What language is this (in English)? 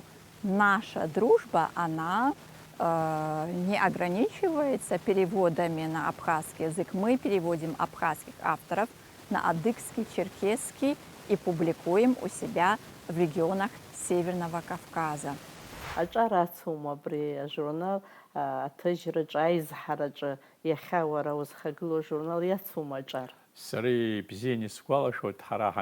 Abkhazian